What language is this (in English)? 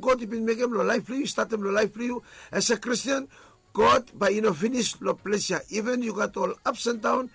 Bislama